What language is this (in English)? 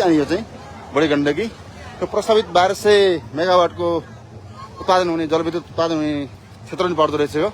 Nepali